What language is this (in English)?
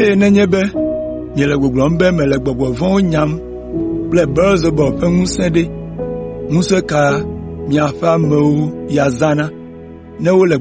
Ewe